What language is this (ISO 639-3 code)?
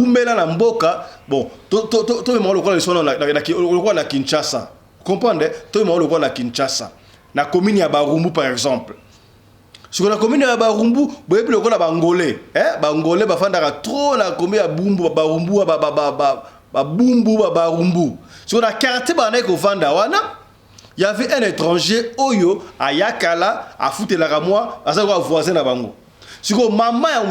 lin